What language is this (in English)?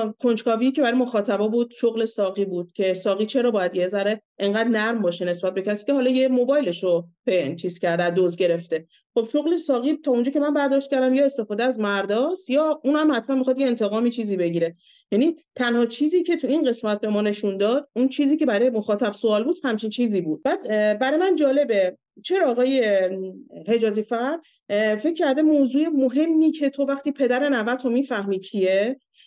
Persian